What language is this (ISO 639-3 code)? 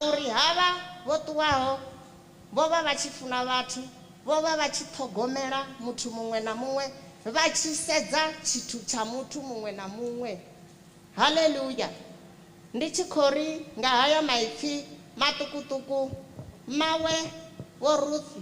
ven